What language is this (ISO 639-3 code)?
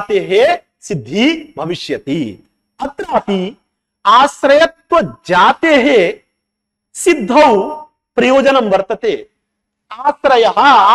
san